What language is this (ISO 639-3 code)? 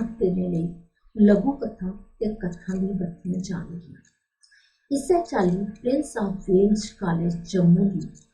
doi